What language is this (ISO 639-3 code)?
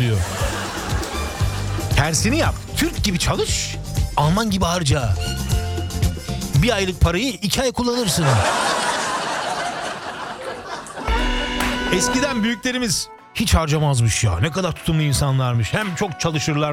tur